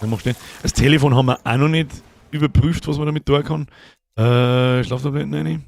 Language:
Bavarian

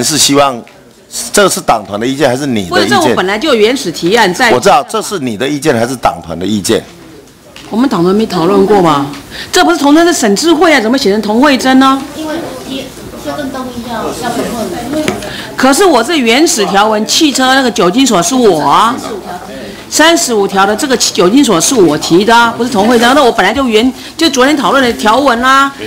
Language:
Chinese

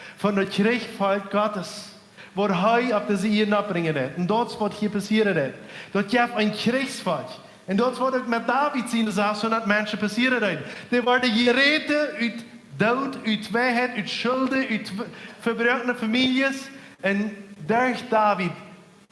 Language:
Plautdietsch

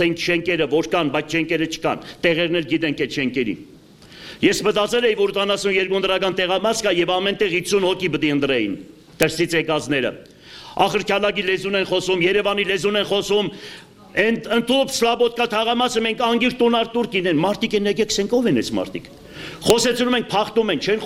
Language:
Armenian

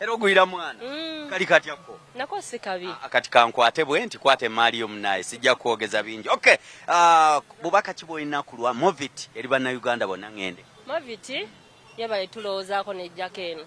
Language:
Ganda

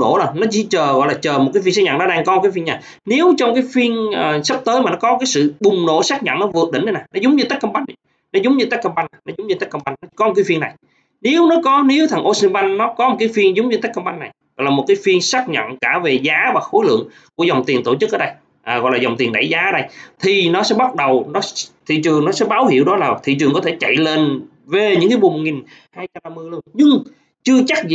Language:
Vietnamese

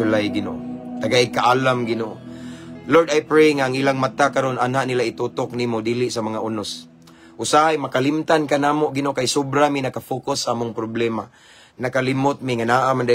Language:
Cebuano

